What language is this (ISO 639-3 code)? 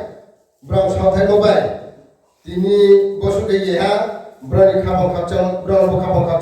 ria